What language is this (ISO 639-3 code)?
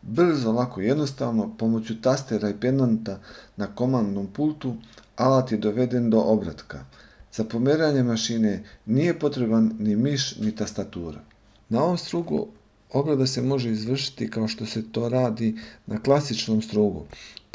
srp